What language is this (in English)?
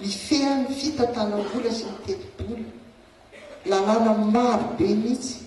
Malagasy